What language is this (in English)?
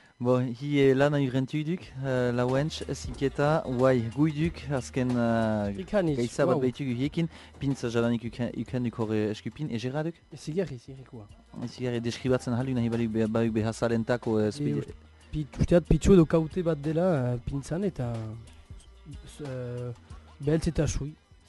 Basque